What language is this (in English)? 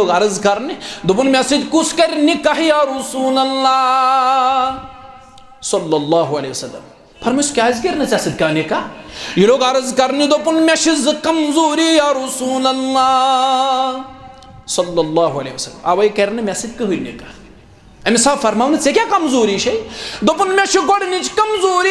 Kashmiri